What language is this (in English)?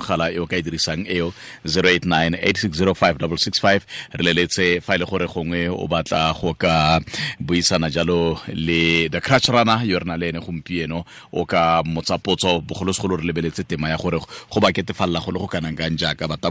Tswana